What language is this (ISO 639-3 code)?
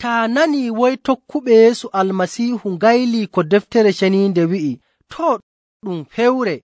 fuv